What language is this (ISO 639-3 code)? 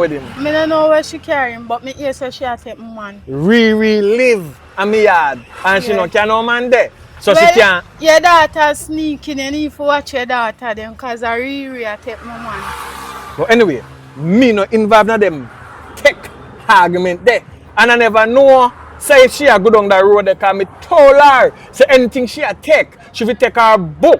jam